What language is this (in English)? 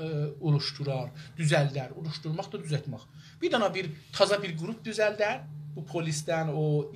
South Azerbaijani